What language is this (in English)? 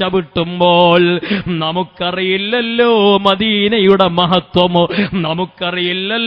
Malayalam